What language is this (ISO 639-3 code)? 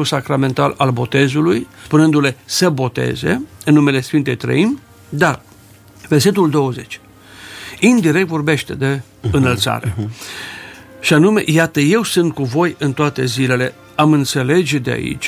ron